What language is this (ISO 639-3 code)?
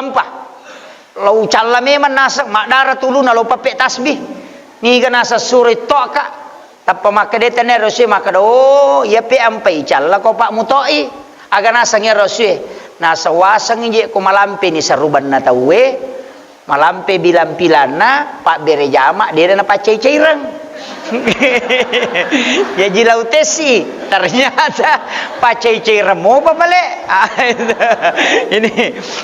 bug